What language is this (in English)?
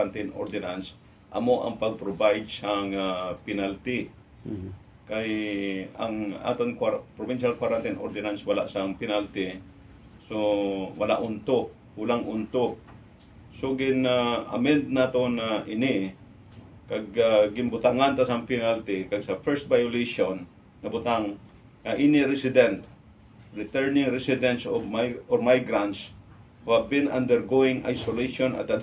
Hiligaynon